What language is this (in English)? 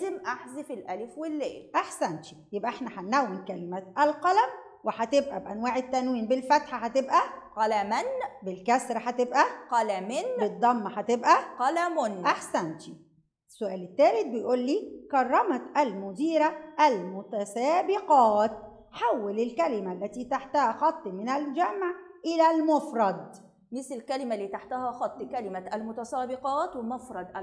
Egyptian Arabic